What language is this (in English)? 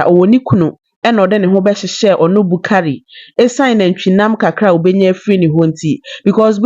Akan